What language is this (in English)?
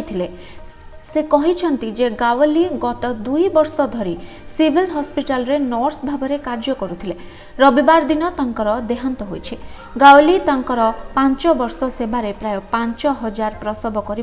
Odia